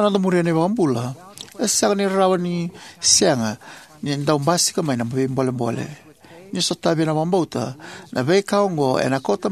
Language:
Fijian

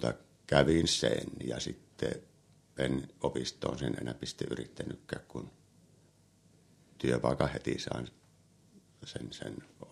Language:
Finnish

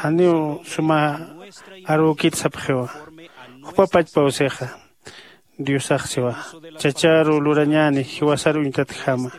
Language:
Aymara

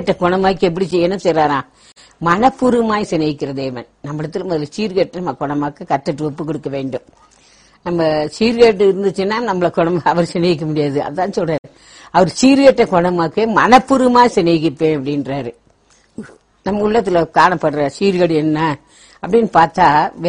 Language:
Tamil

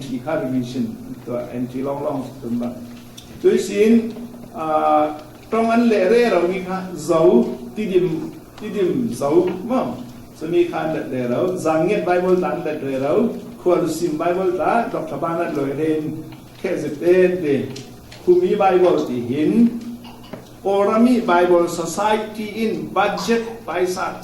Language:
Falam Chin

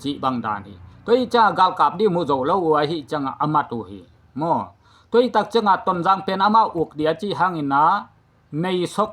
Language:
Tedim Chin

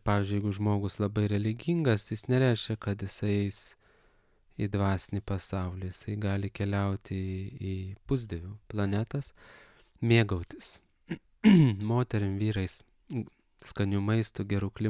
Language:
Lithuanian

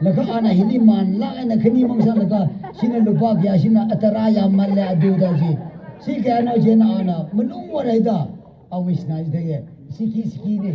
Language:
Tangkhul Naga (India)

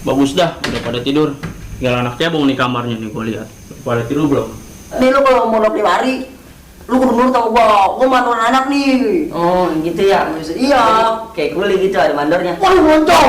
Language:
Betawi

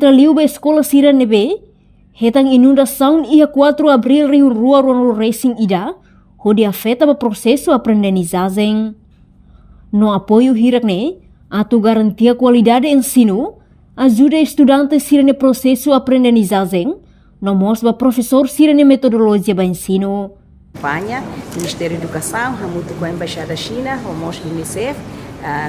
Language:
Tetum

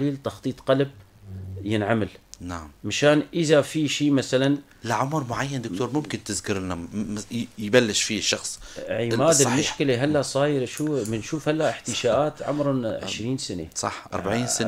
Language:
North Levantine Arabic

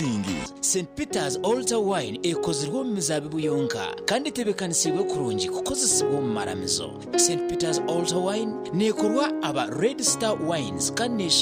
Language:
Nyankole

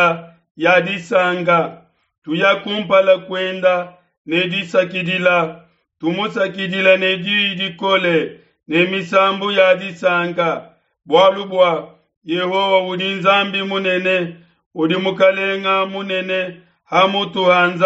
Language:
Luba-Lulua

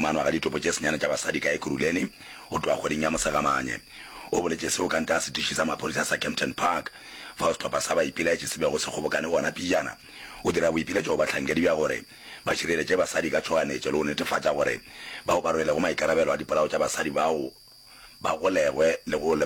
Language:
Northern Sotho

